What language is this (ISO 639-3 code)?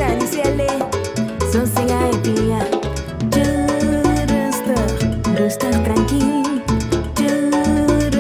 pap